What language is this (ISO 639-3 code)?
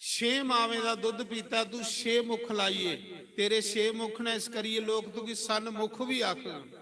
doi